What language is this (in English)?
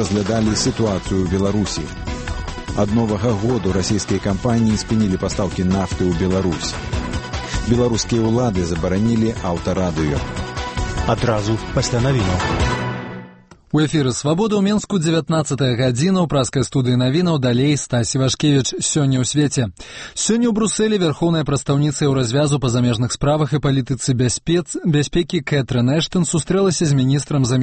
Belarusian